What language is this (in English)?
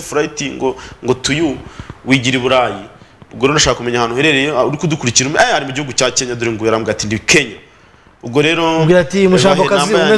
Kinyarwanda